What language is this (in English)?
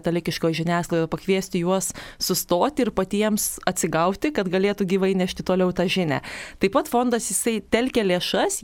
Lithuanian